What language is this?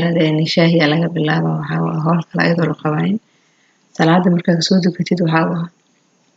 Somali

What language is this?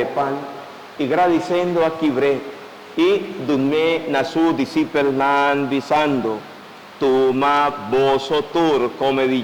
Papiamento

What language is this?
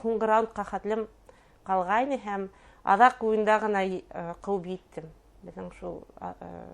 Bashkir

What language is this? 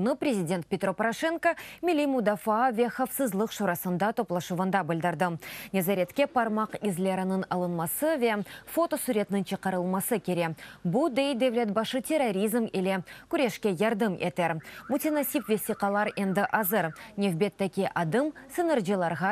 Crimean Tatar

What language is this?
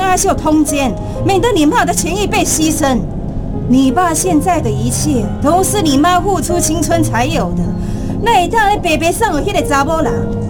Chinese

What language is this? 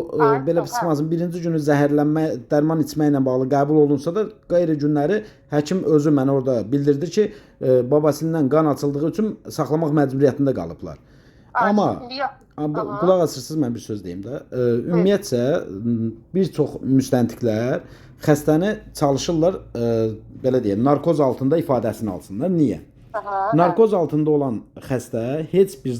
Azerbaijani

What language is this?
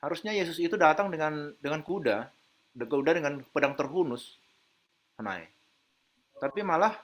Batak Simalungun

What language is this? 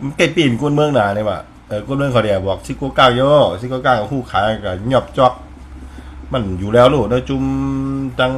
Shan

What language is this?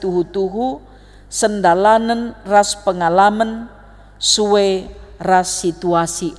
Batak Karo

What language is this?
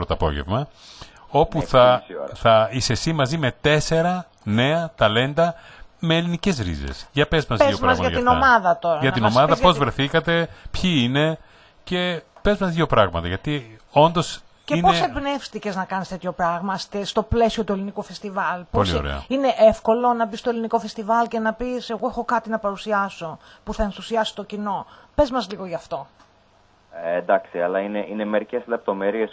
Greek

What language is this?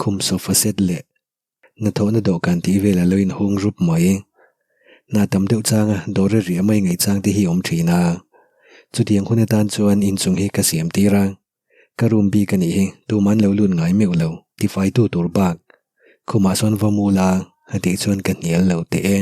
Mizo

